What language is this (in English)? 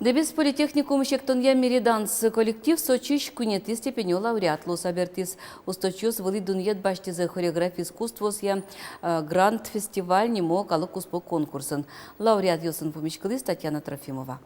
Udmurt